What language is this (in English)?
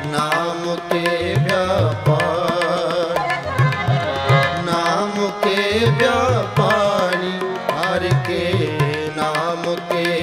Hindi